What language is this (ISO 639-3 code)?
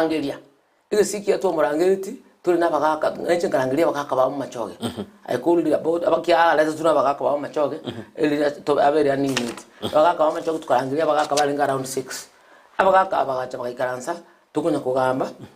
guz